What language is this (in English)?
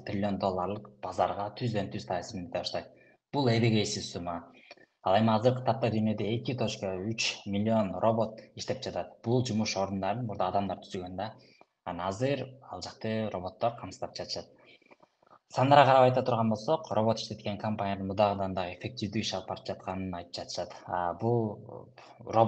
Kyrgyz